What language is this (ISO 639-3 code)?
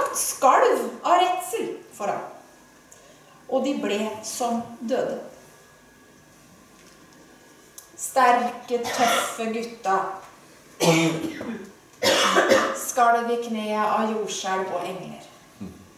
nor